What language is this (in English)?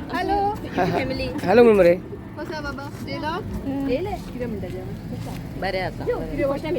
Konkani